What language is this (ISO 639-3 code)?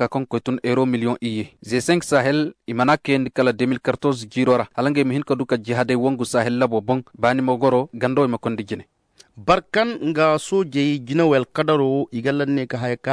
dje